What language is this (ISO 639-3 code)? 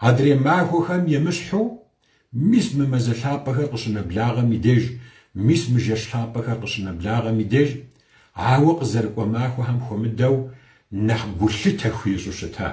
kbd